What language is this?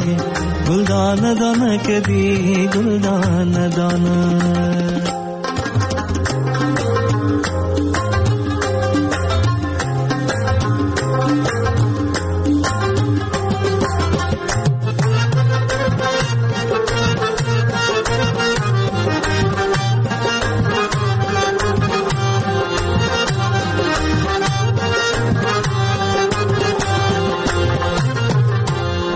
Persian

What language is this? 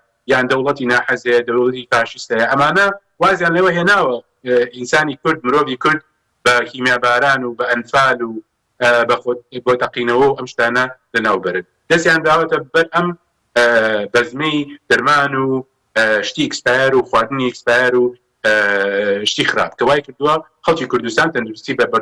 Central Kurdish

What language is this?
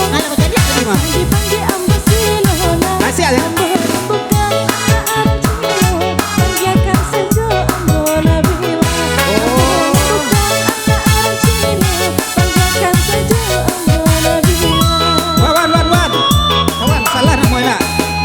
Minangkabau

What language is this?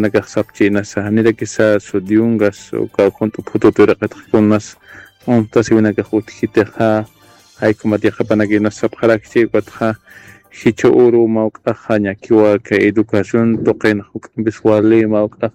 Aymara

